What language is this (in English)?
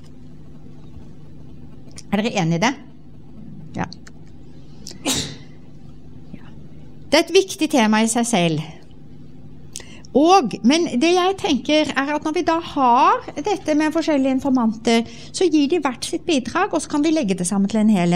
Norwegian